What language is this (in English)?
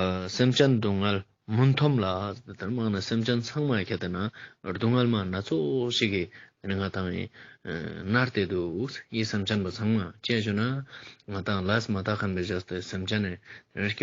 Ladakhi